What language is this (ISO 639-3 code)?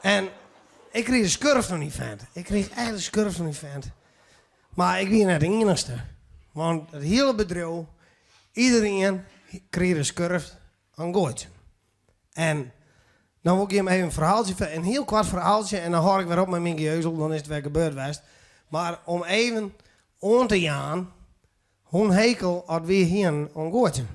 fry